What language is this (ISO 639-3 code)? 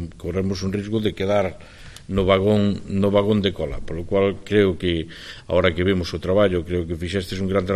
glg